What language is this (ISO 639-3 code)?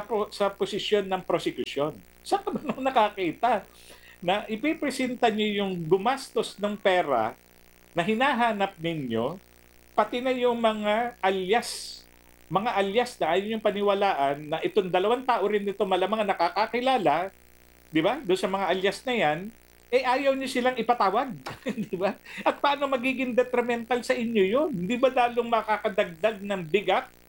fil